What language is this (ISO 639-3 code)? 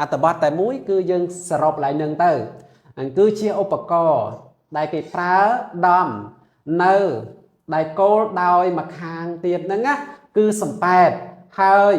khm